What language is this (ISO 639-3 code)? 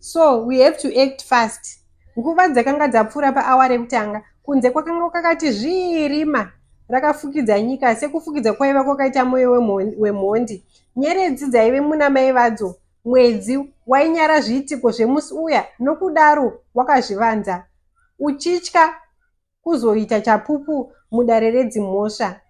sna